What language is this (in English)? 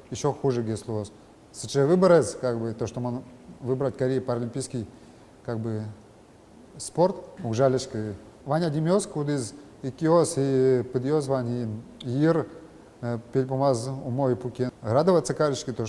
Udmurt